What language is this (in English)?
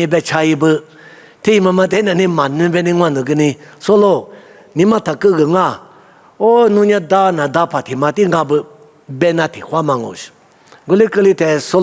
Lisu